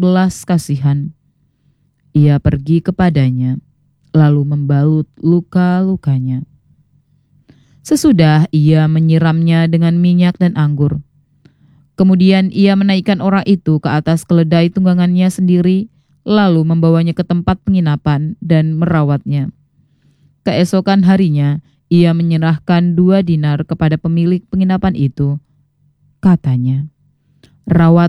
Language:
Indonesian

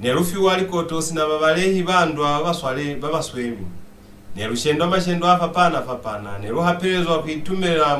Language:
Lozi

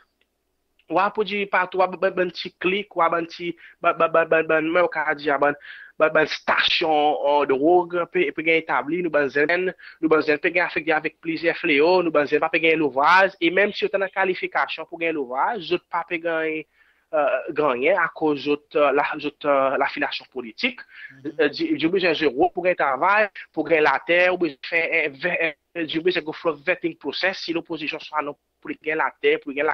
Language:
Seselwa Creole French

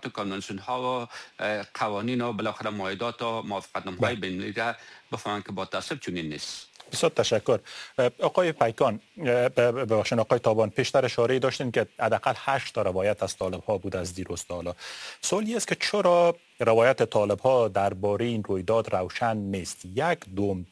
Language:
Persian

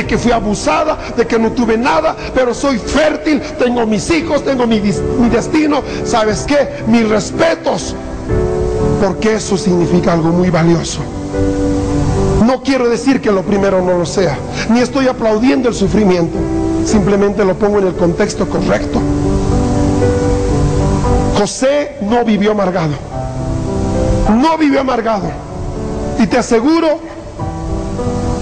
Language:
Spanish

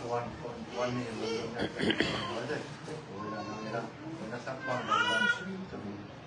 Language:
Tedim Chin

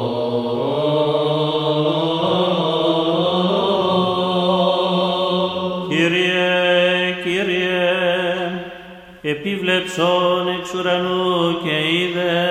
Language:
Greek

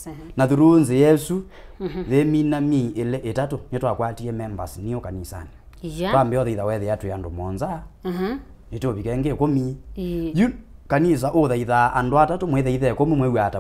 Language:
Kamba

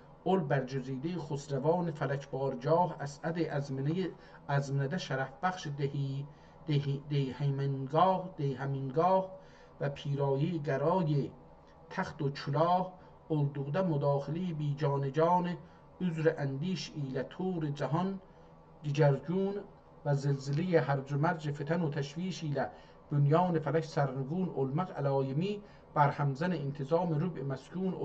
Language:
South Azerbaijani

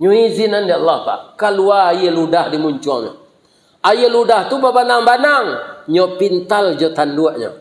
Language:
Minangkabau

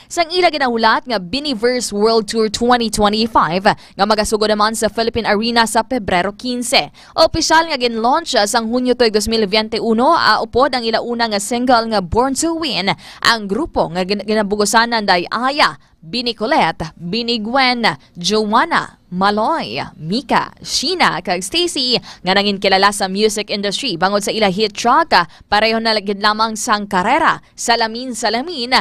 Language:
Hiligaynon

